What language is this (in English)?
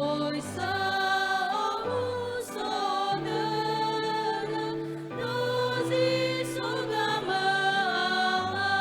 Nias